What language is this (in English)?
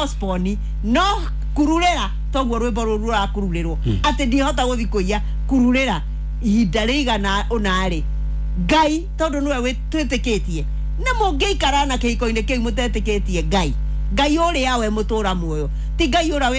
Kikuyu